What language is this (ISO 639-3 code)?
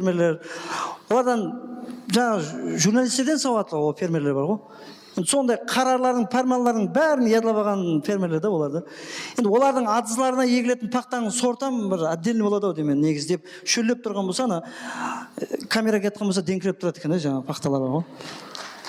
kaa